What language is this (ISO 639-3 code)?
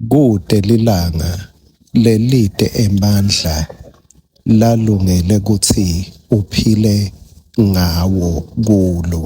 ssw